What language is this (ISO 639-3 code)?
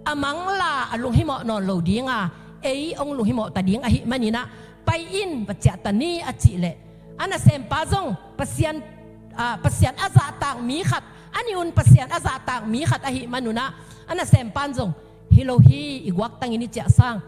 ctd